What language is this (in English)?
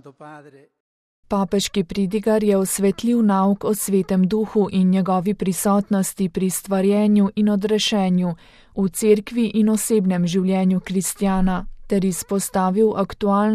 Slovenian